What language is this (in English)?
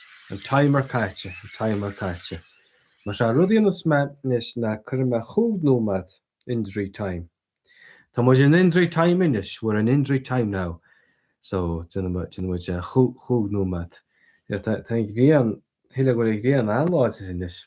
Irish